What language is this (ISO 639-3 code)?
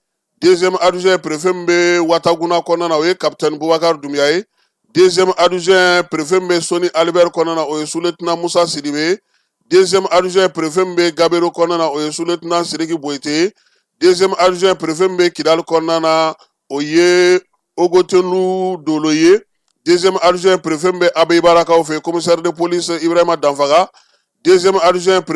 bam